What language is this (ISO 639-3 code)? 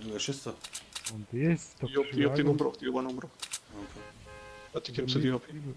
bar